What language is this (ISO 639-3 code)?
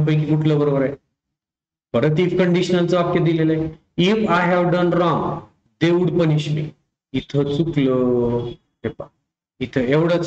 mar